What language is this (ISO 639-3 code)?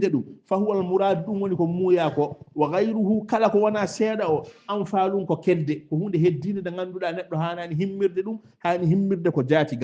ful